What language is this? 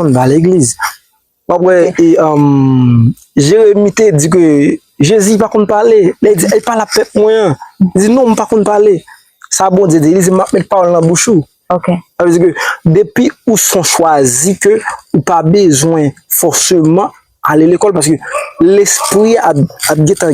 Haitian Creole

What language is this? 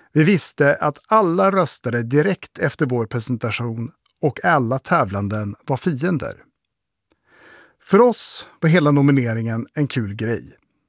Swedish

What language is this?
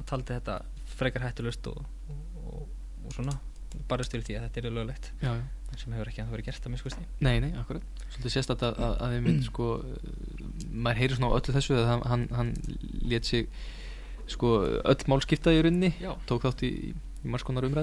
Icelandic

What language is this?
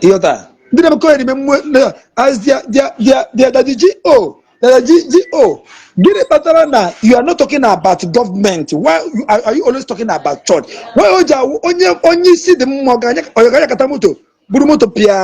Igbo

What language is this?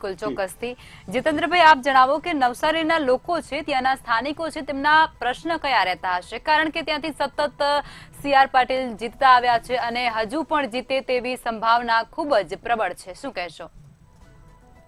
Gujarati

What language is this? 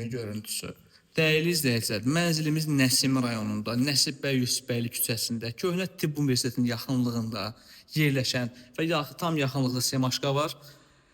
Azerbaijani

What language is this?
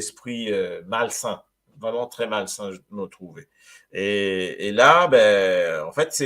Morisyen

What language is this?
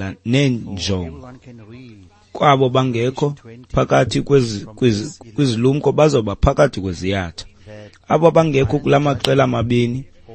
Xhosa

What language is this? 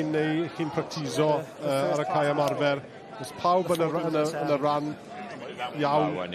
Welsh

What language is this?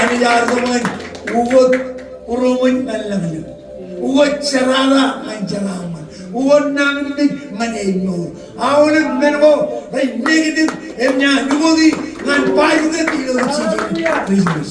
Marshallese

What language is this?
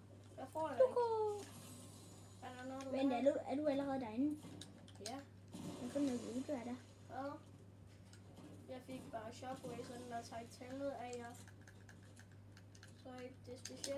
Danish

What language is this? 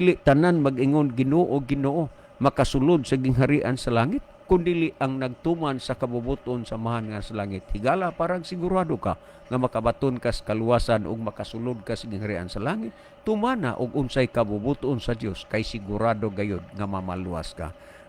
Cebuano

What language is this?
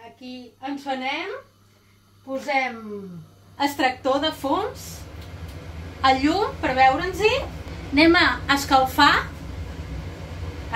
Catalan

